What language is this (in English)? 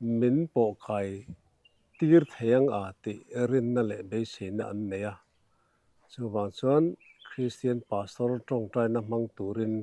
Mizo